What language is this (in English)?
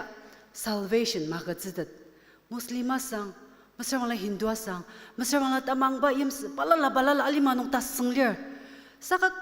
Ao Naga